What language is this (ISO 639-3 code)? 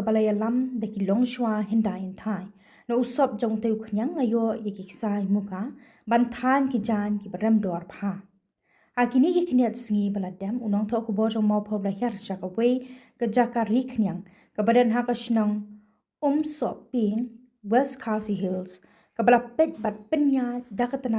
kha